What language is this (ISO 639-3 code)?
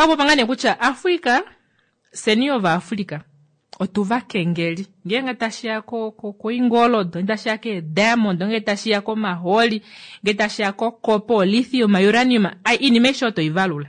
kua